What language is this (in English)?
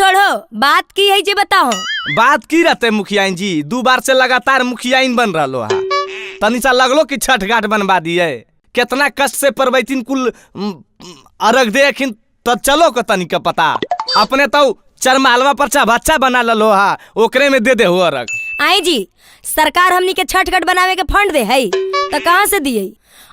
Magahi